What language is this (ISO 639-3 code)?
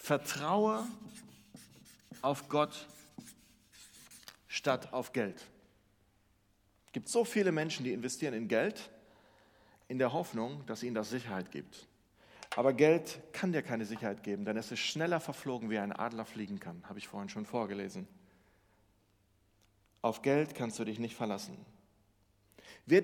deu